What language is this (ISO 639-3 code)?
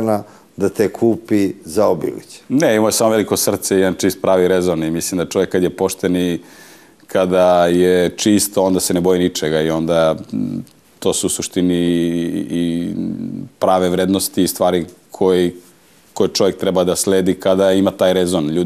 srp